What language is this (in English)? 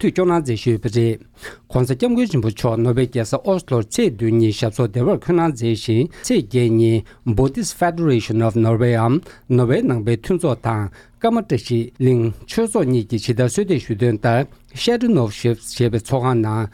Tibetan